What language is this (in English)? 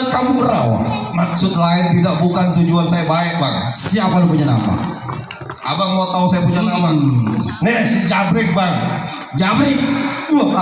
Betawi